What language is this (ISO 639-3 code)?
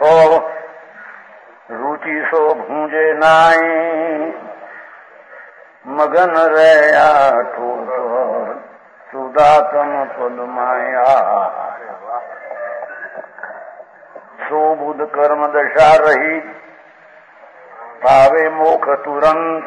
guj